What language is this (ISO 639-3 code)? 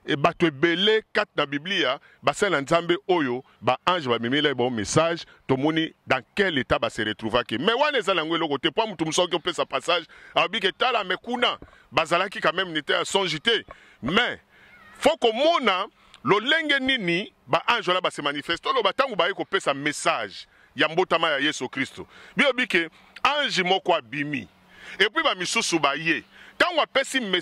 lin